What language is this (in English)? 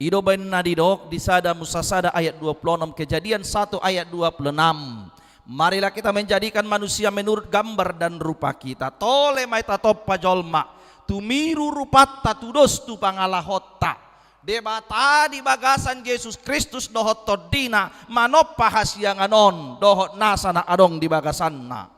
Batak Toba